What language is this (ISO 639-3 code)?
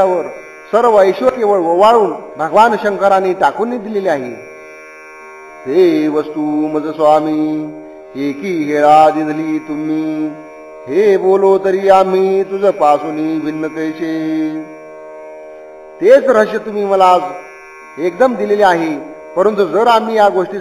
mar